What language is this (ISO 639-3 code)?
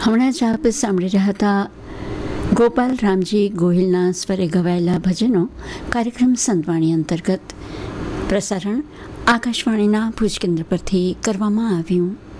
guj